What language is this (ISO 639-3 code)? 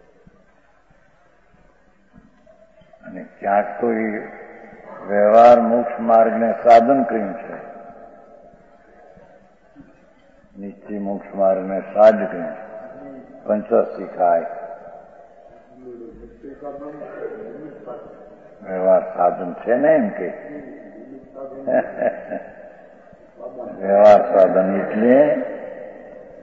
guj